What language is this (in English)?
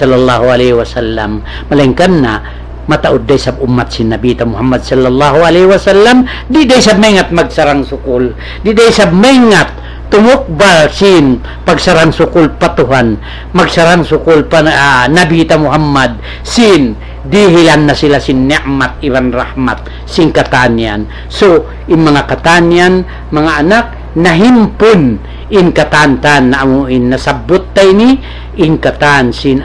Tausug